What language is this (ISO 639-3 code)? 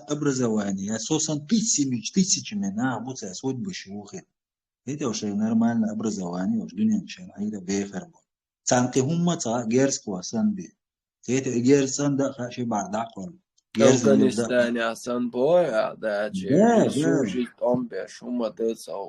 che